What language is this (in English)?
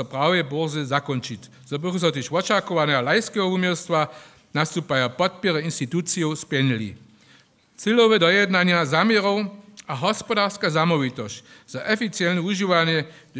Upper Sorbian